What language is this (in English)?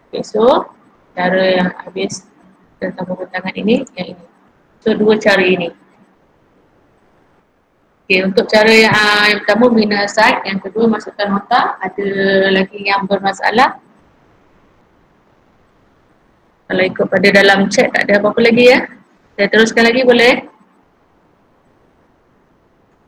Malay